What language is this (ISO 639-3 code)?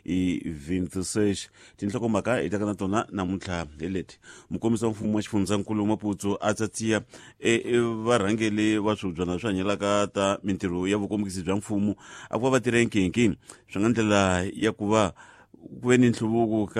tso